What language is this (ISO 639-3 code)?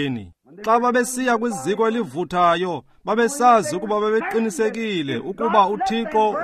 xho